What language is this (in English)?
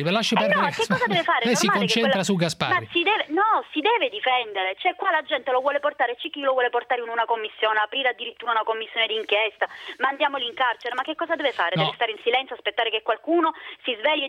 Italian